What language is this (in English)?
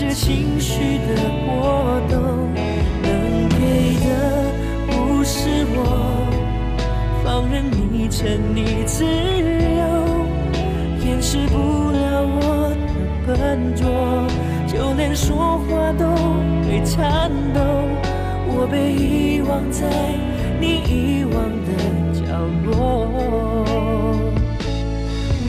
Chinese